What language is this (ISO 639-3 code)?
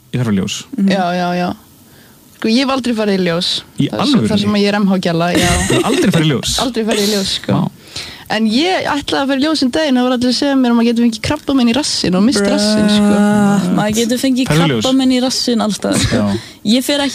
isl